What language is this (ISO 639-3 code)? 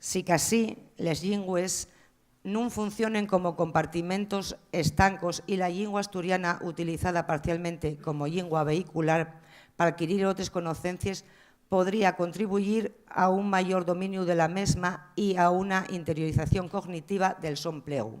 ast